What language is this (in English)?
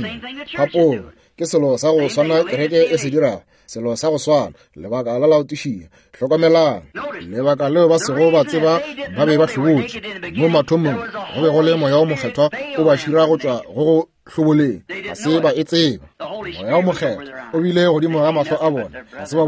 Northern Sotho